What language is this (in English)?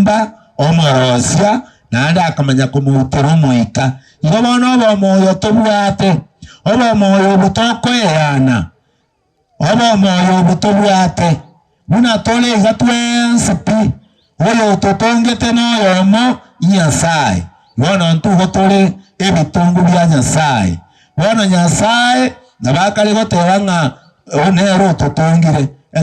Gusii